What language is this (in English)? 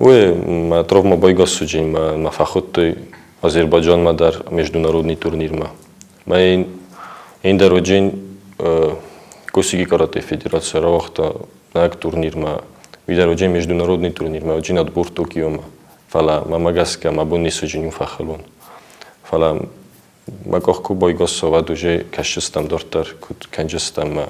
Ossetic